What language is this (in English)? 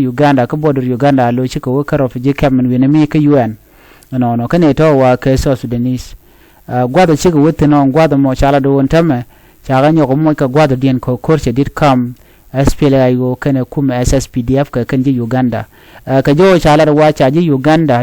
Nuer